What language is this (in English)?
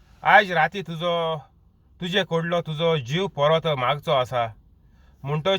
Konkani